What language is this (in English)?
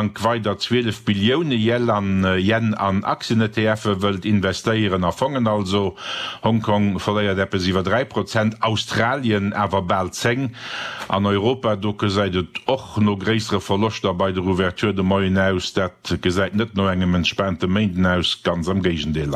Luxembourgish